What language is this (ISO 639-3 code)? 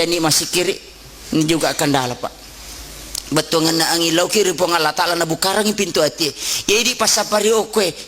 bug